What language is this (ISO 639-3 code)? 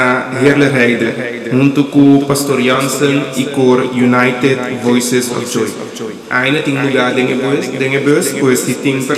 pap